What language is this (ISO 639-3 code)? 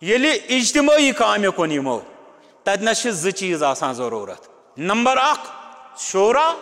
kas